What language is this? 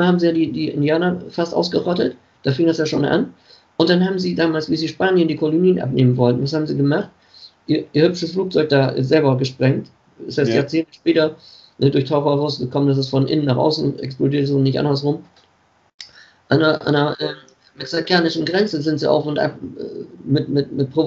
German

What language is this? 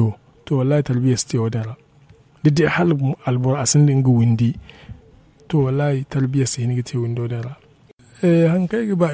Zarma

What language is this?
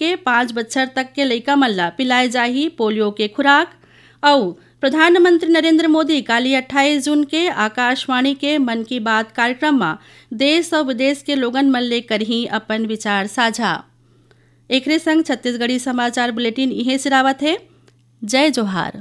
Chhattisgarhi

